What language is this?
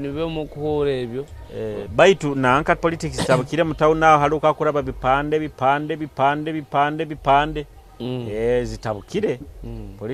Nyoro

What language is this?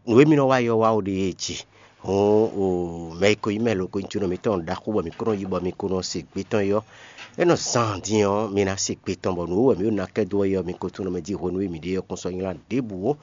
Fon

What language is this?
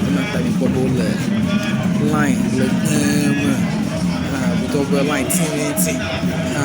Ewe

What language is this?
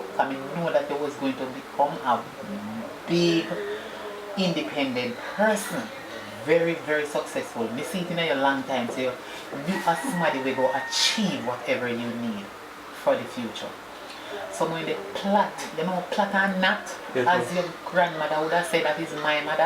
Jamaican Creole English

